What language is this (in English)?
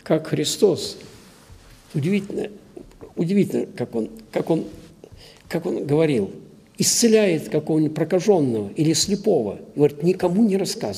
Russian